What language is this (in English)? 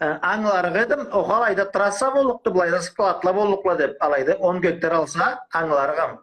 Karachay-Balkar